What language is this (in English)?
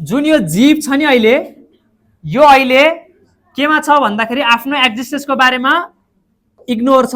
Nepali